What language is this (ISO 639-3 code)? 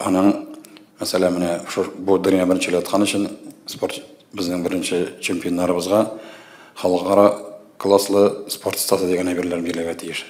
tat